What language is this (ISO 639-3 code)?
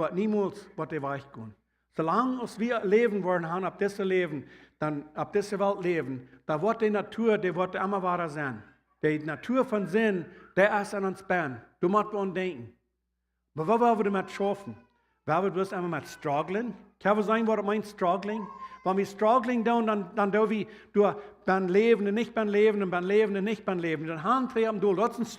pdt